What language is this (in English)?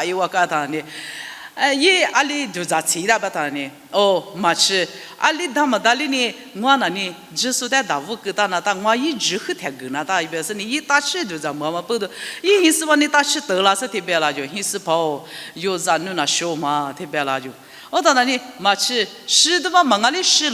Lisu